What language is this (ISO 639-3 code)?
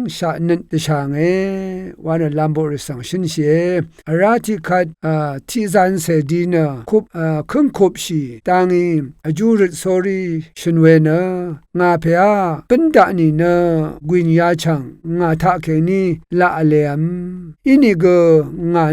raw